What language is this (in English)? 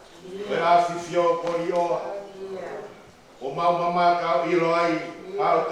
Tongan